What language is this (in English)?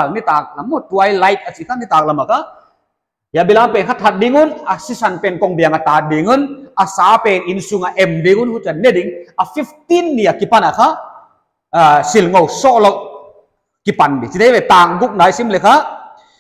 Paite Chin